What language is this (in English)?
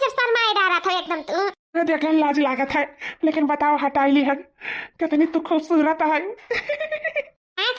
Awadhi